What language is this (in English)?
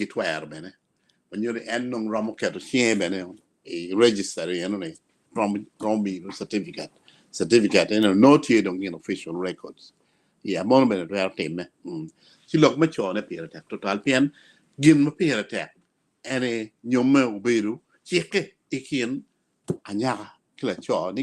Acoli